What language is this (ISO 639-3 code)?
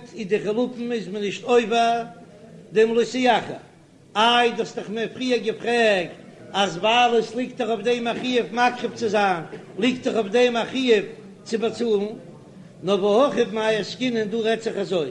yid